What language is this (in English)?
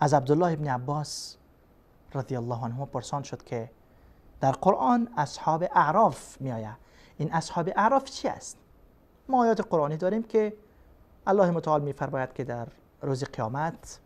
Persian